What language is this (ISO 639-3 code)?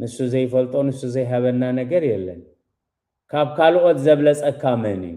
tir